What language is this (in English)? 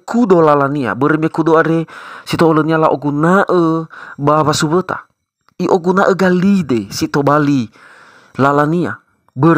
Nias